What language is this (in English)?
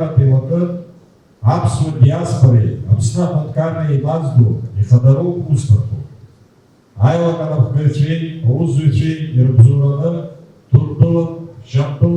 Abkhazian